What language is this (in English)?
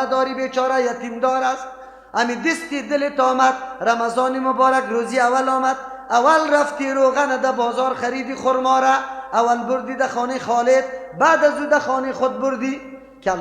Persian